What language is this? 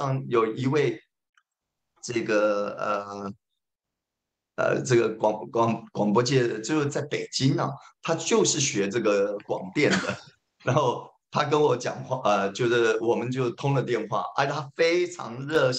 Chinese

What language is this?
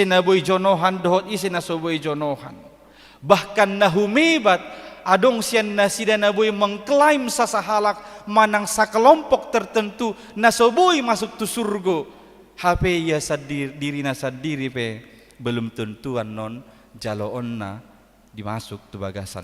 Batak Toba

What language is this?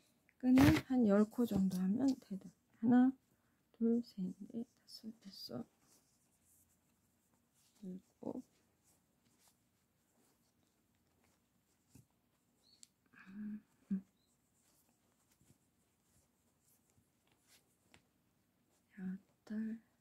Korean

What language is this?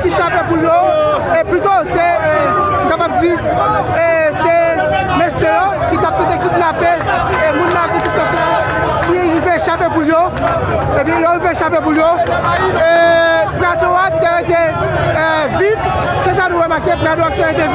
Haitian Creole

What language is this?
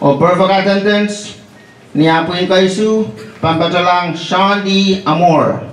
Pohnpeian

